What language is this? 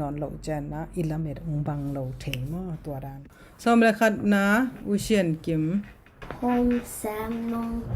Tedim Chin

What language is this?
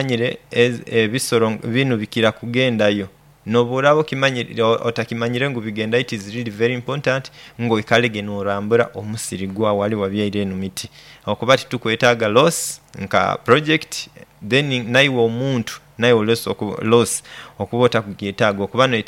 Nyoro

